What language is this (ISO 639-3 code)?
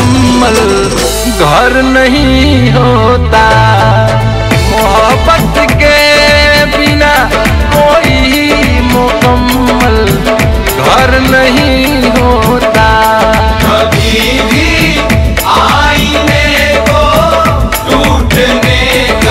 bho